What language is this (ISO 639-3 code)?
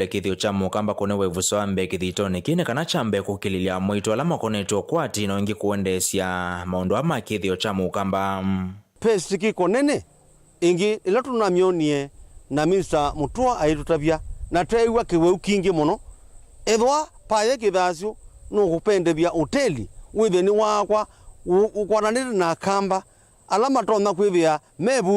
kam